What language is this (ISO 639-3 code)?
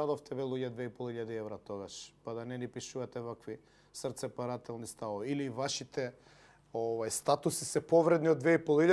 mkd